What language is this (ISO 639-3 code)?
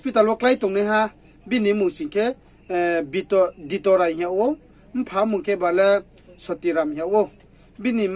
ria